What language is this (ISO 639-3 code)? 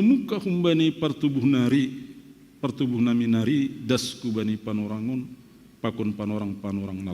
bts